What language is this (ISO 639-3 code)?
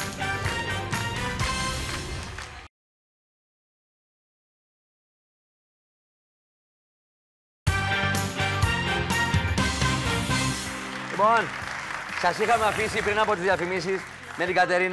ell